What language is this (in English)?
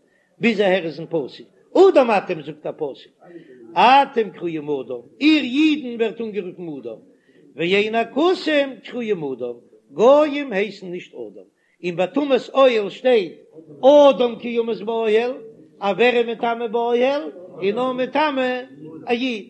Yiddish